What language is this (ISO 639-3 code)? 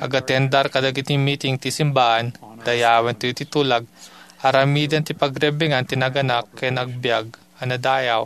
ilo